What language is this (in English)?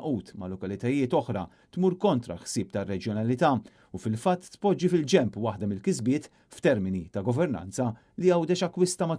Maltese